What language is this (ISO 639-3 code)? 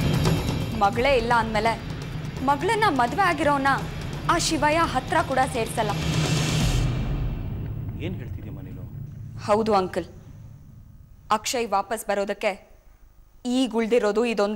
kan